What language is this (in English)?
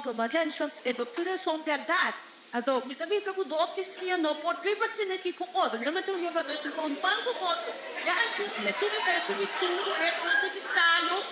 Papiamento